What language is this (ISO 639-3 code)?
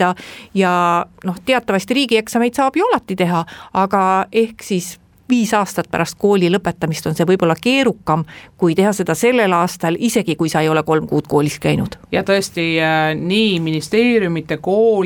est